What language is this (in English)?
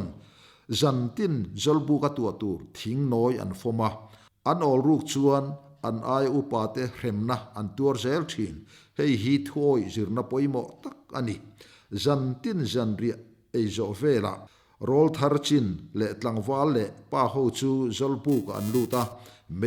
Mizo